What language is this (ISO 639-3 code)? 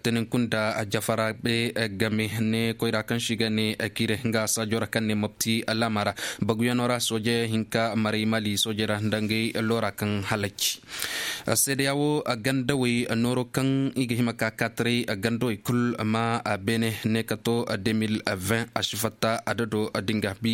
ses